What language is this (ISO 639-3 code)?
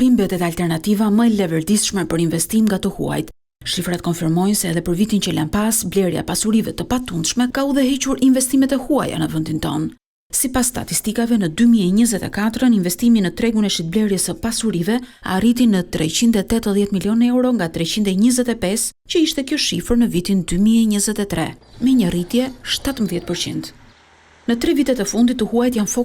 sqi